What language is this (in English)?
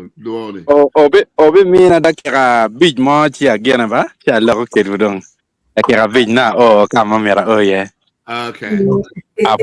Acoli